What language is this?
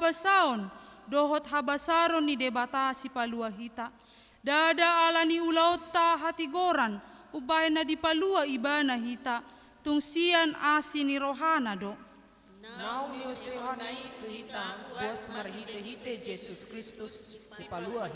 Batak Toba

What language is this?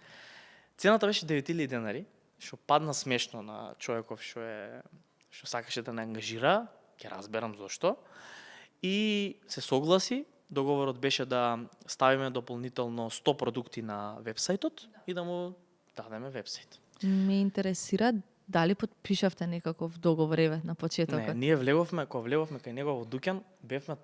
Macedonian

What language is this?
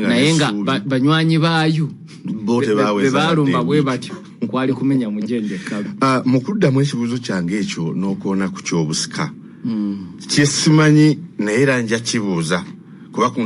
Ganda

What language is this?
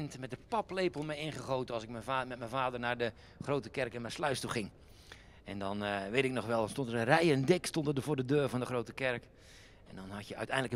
Dutch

